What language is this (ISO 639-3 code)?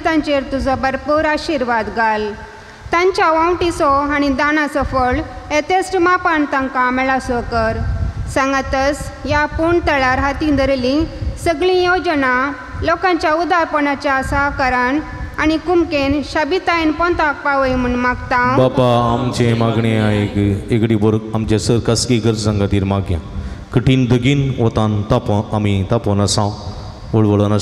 kok